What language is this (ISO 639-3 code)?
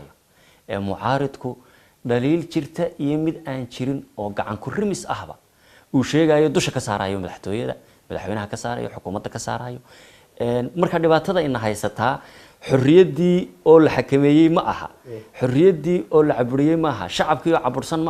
som